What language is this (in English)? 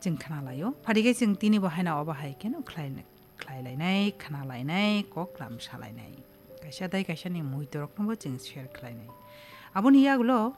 Kok Borok